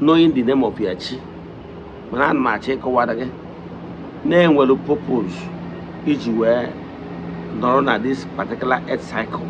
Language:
Igbo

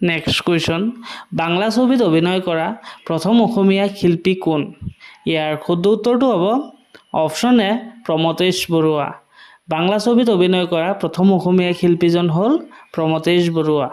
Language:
Assamese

